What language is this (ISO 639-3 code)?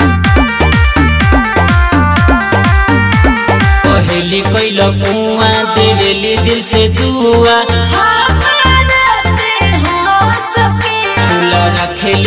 bho